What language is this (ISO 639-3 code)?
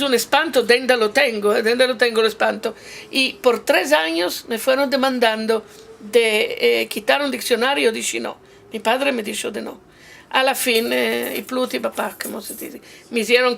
lad